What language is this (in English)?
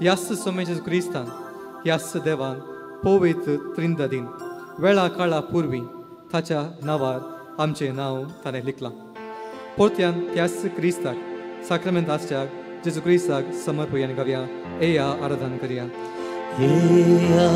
Konkani